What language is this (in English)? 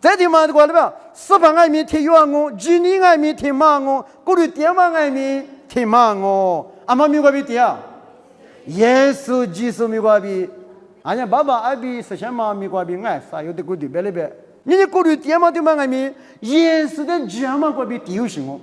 Lisu